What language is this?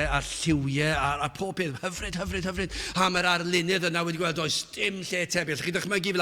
Welsh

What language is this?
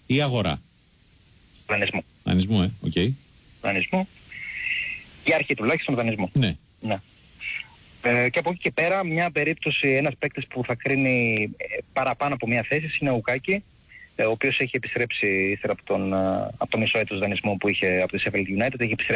Greek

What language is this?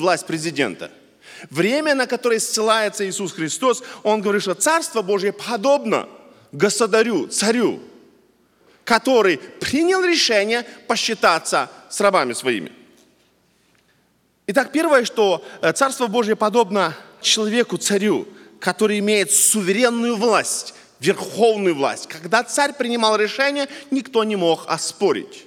Russian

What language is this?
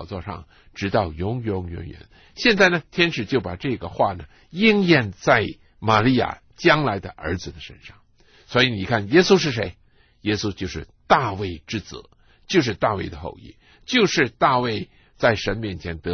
Chinese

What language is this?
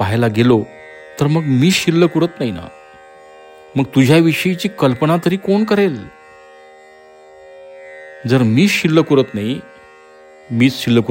Marathi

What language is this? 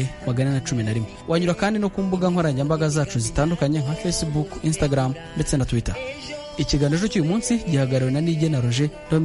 Kinyarwanda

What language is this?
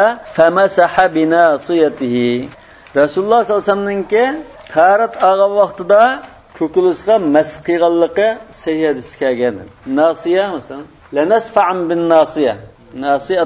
Uyghur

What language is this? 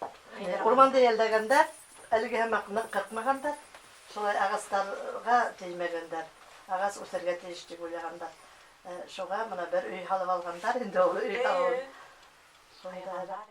Bashkir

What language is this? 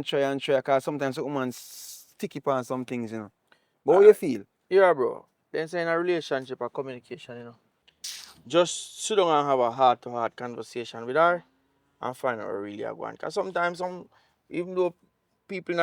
Jamaican Creole English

